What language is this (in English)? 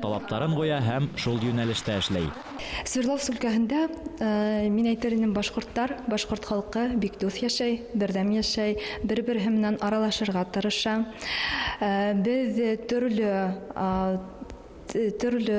Bashkir